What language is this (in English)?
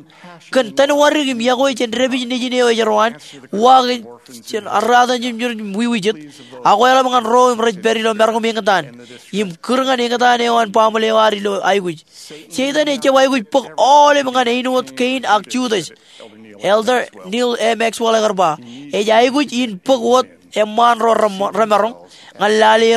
Marshallese